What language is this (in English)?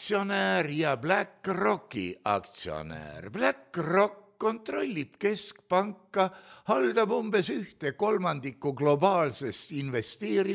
Estonian